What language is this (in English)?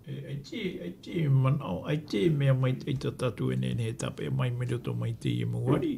Tahitian